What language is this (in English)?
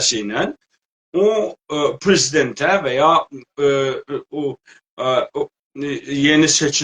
South Azerbaijani